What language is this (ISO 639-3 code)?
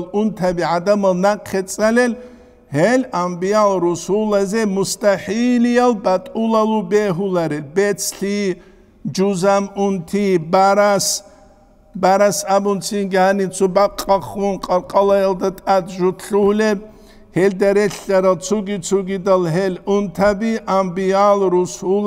ava